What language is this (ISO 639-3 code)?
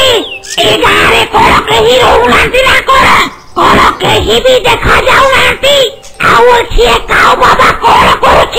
ori